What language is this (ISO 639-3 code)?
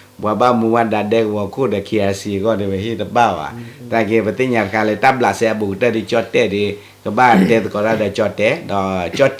ksw